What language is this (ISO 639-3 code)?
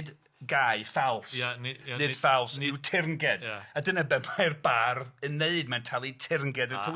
cym